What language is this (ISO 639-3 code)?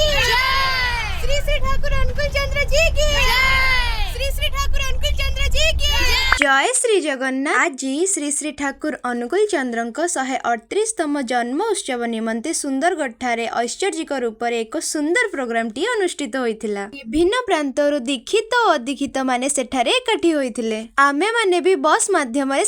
ori